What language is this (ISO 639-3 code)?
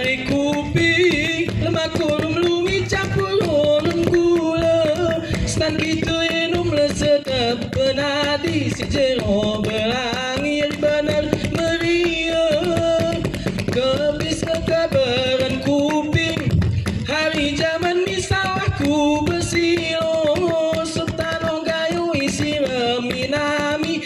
gay